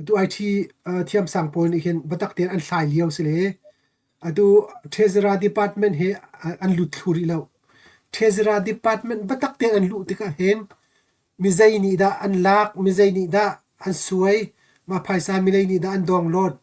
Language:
Hakha Chin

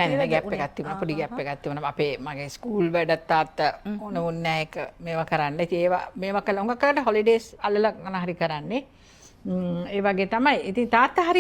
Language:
Sinhala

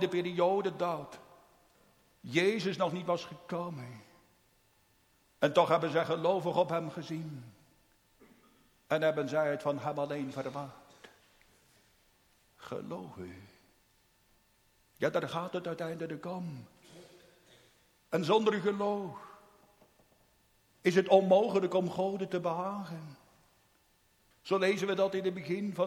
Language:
Dutch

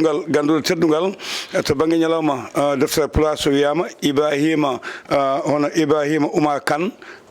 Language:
Fula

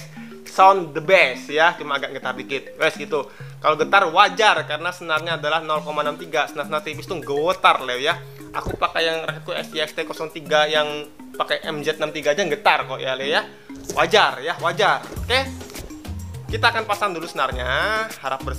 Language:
Indonesian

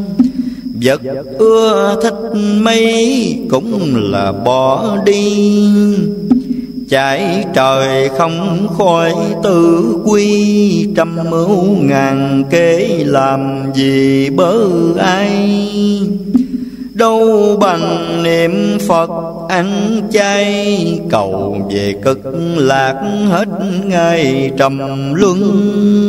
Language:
Vietnamese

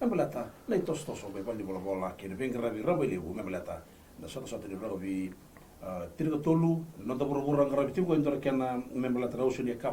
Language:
Fijian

